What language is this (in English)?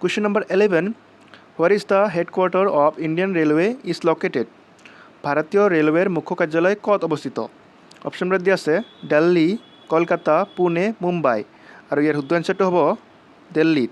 Assamese